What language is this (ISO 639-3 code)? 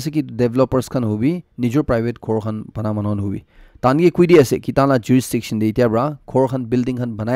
nag